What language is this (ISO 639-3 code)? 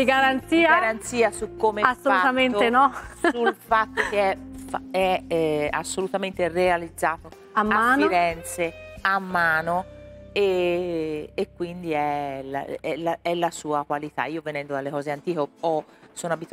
ita